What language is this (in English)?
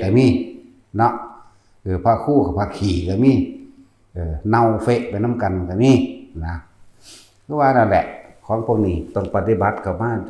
Northeastern Thai